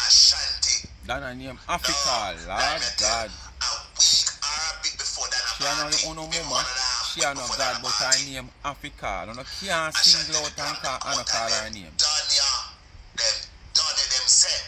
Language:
Jamaican Creole English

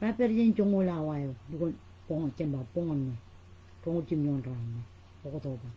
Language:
Marshallese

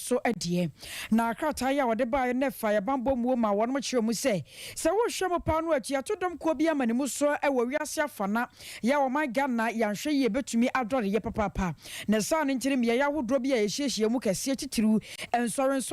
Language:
Akan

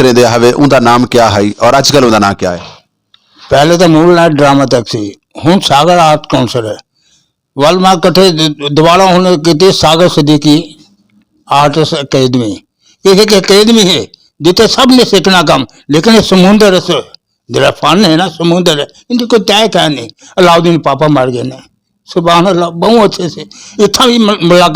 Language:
Western Panjabi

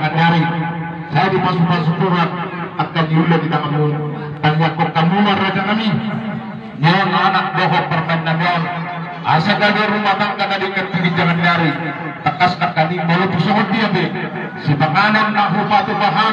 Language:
Batak Toba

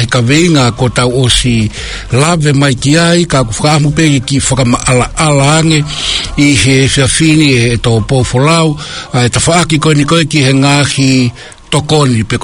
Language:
Tongan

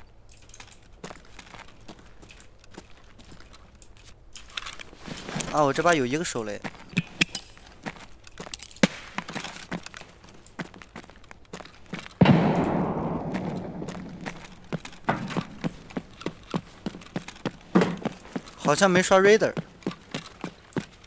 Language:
Chinese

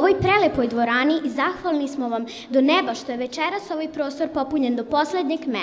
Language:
Serbian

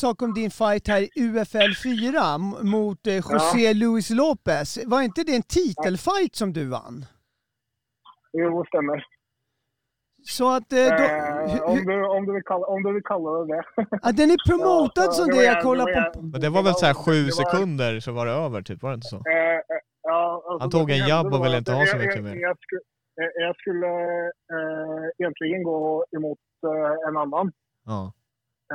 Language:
Swedish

